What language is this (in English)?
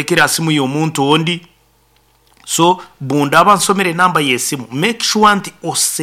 Nyankole